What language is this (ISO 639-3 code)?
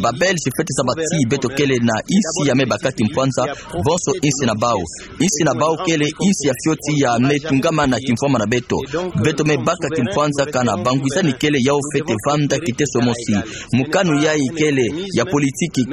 ktu